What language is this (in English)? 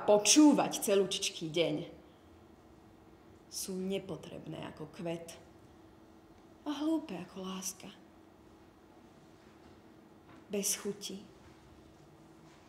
Slovak